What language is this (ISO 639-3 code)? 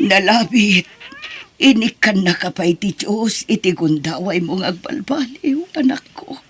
ilo